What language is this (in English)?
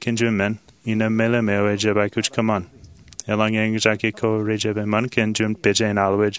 Marshallese